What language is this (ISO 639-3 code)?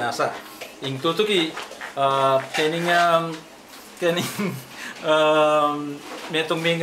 pam